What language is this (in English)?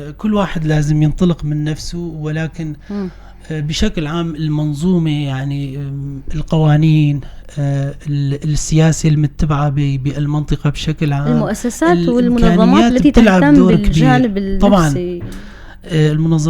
North Levantine Arabic